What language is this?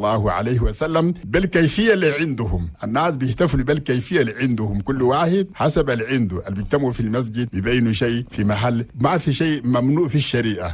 Chadian Arabic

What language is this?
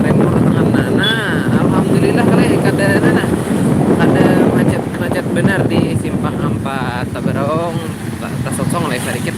Banjar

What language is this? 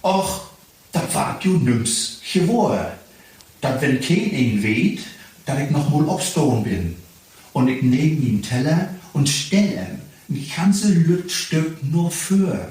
Low German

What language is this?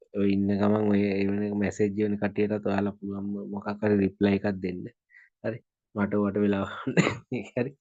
Sinhala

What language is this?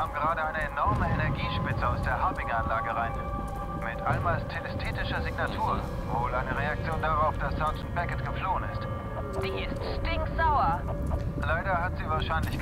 Swiss German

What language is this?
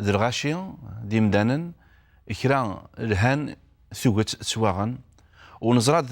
Kabyle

